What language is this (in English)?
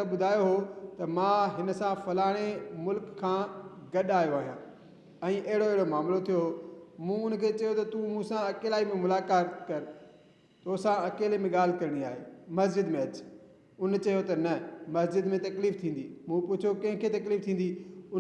Sindhi